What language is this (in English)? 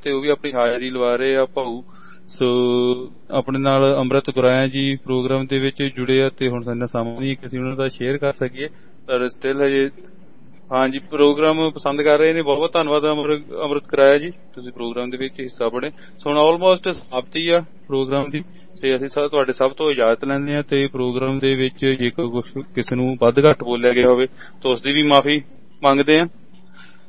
Punjabi